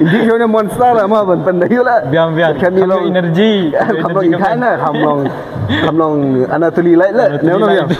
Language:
Khasi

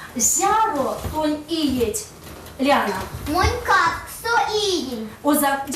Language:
Erzya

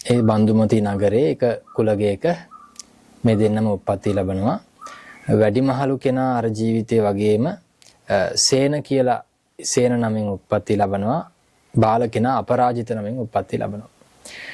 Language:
Sinhala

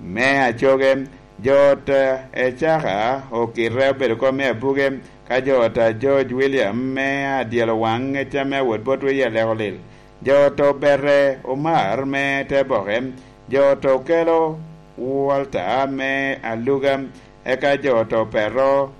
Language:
Lango (Uganda)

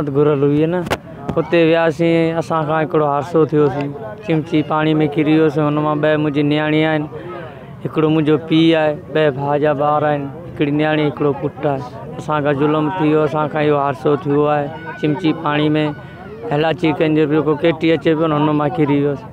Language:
Sindhi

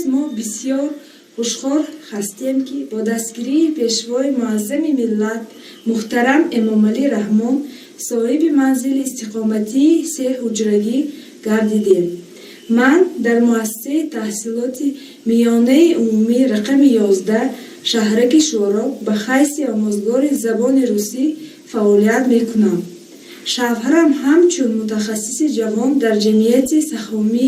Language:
Tajik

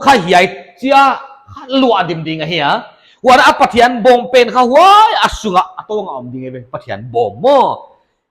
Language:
Paite Chin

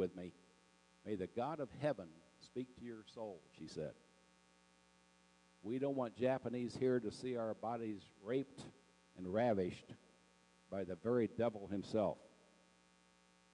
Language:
English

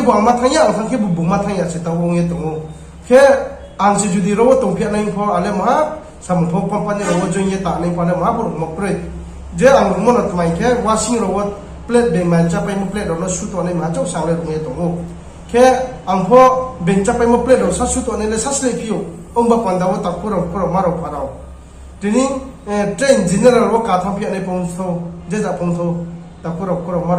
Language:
Riang (India)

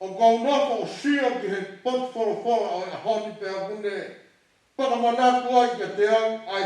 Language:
Tongan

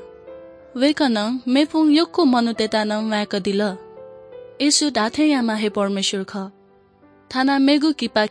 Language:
Newari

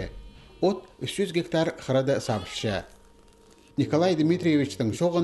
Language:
Khakas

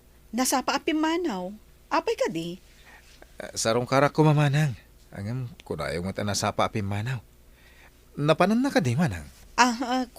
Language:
Iloko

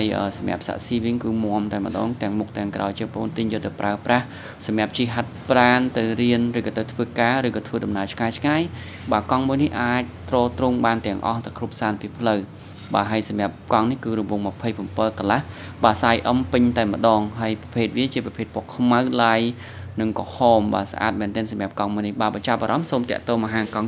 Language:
Khmer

